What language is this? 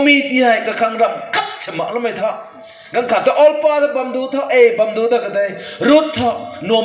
Rongmei Naga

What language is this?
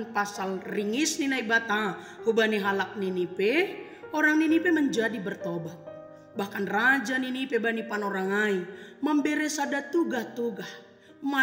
Batak Simalungun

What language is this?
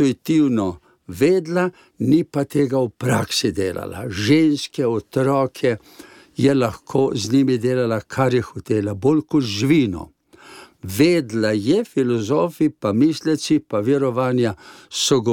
Slovenian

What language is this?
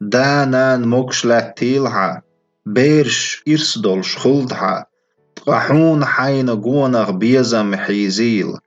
Chechen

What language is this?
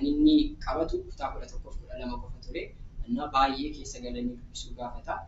Oromo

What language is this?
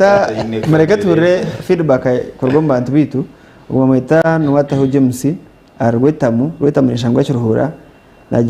Nyankole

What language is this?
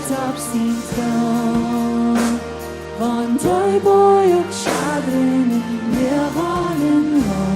Plautdietsch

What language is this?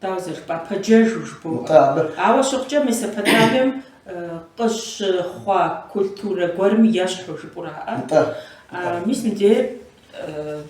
Kabardian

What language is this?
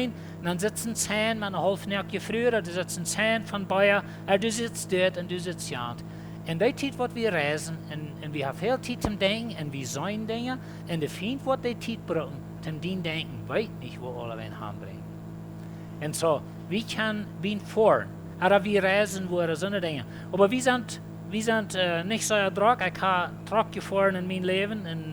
Plautdietsch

